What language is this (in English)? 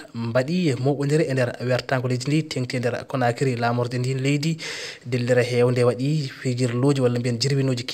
Fula